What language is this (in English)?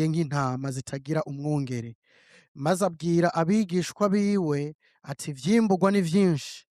Rundi